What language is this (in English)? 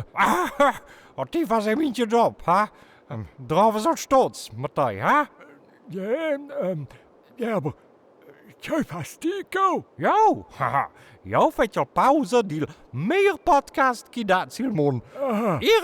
Romansh